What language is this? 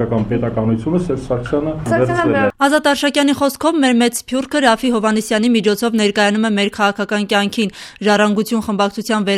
Armenian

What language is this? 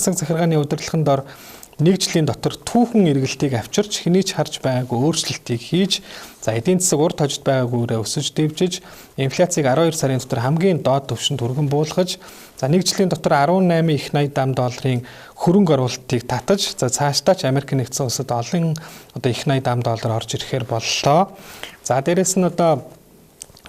Mongolian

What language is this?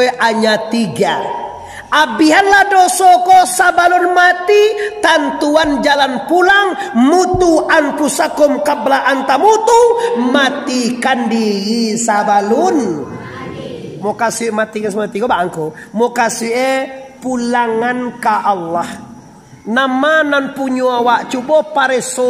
Minangkabau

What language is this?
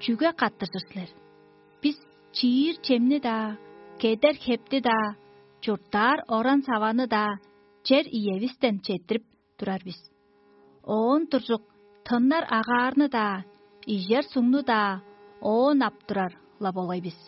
Tuvinian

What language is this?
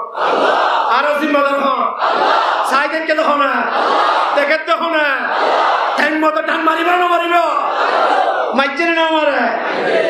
Rohingya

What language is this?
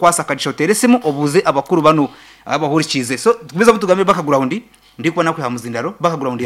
Nyankole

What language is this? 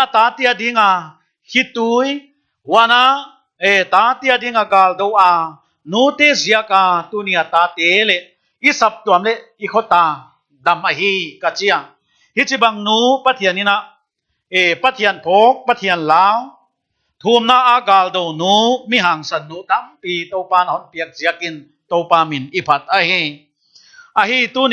Paite Chin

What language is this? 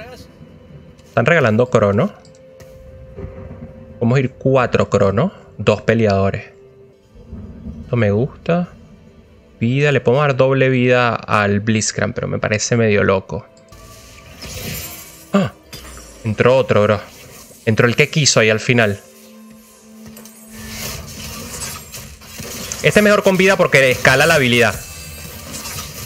Spanish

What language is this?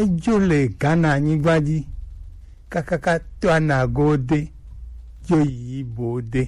Gen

